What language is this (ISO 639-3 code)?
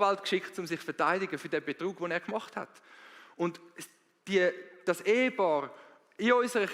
gsw